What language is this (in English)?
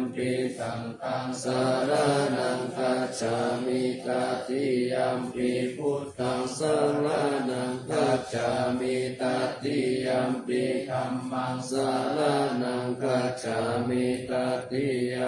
Pali